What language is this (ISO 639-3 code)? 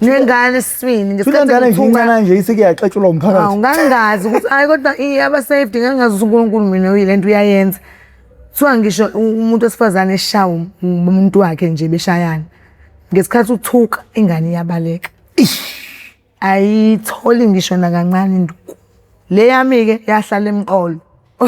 zul